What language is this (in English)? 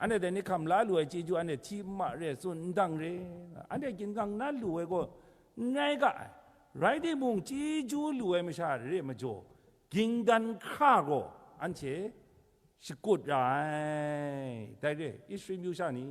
Kachin